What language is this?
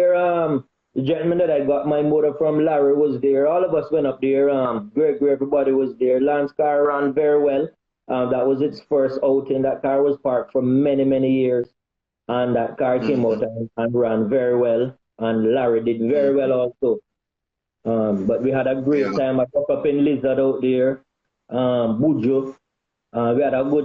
Jamaican Creole English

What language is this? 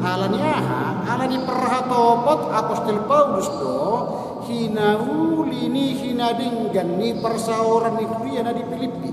Batak Toba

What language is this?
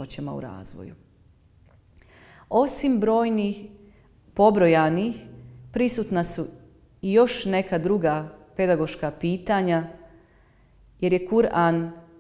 Bosnian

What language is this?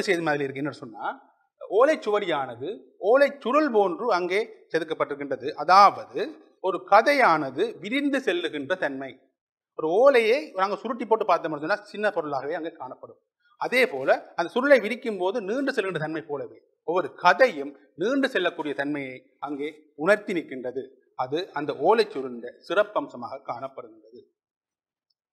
Tamil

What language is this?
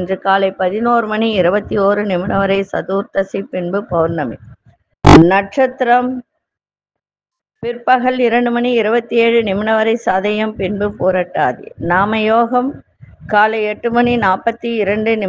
Tamil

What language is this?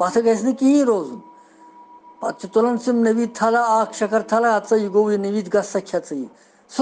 Kashmiri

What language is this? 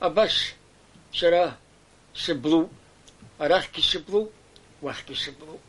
Abkhazian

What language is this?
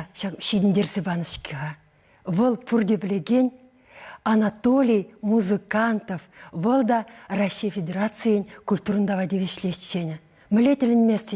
Chuvash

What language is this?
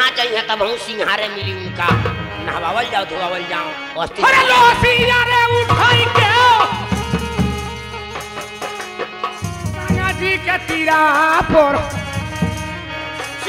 Bhojpuri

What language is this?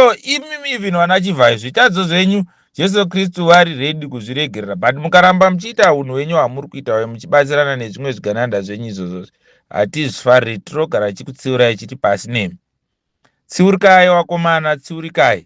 Shona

